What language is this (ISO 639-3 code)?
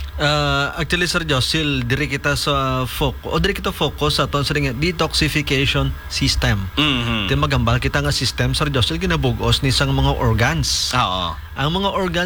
hil